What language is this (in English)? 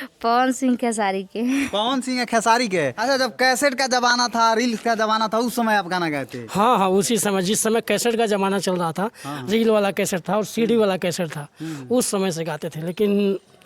Bhojpuri